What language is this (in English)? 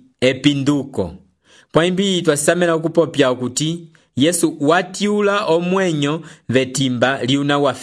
Umbundu